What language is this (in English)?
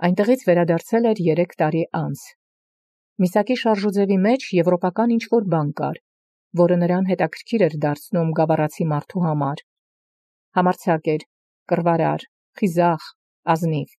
Armenian